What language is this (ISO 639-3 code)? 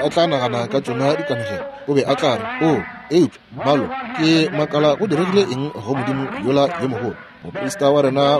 nso